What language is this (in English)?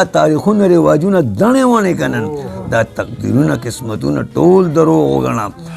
Pashto